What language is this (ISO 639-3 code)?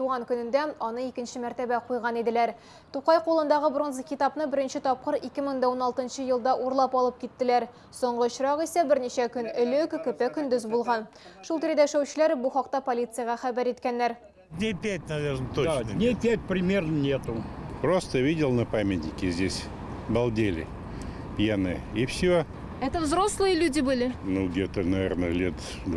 tat